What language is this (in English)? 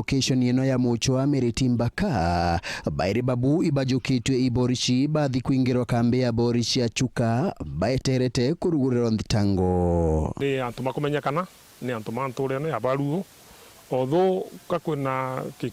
Meru